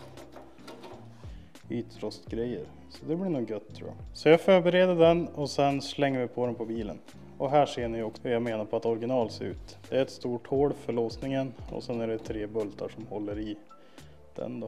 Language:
Swedish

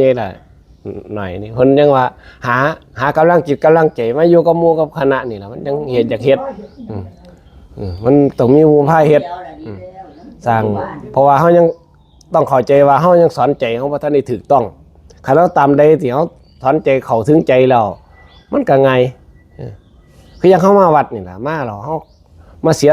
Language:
Northeastern Thai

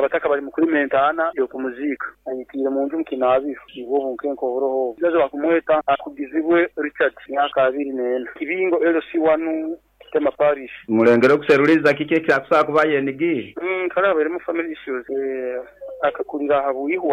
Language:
Nyoro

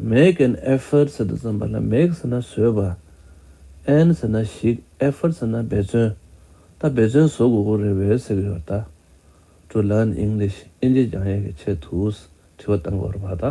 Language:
Tibetan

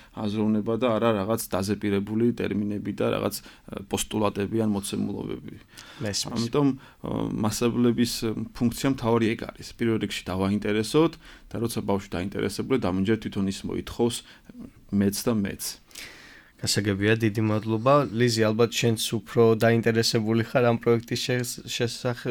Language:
Georgian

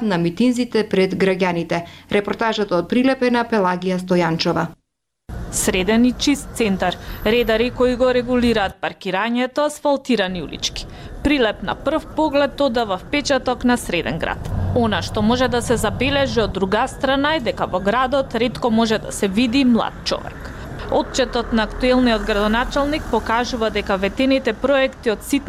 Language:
Macedonian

